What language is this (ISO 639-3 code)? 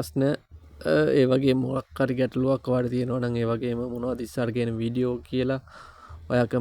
sin